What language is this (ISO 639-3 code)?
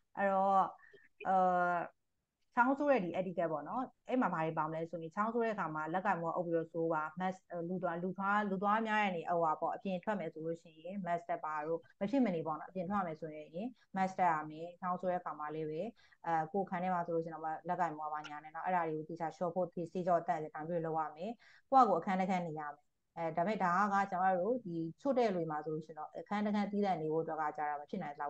mya